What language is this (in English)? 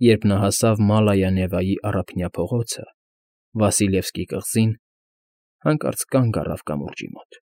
Armenian